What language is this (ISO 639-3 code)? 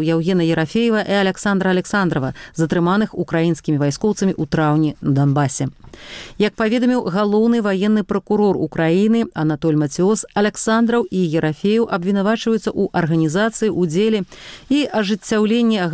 bel